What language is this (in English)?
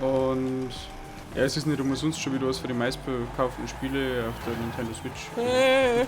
Bavarian